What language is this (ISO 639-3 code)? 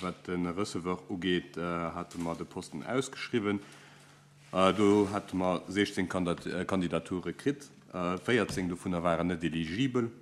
ltz